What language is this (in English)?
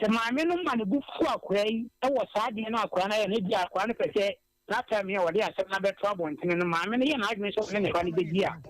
Akan